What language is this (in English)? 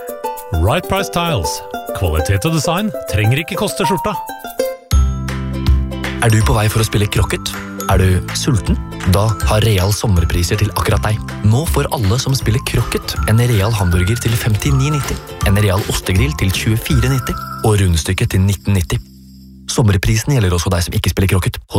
Norwegian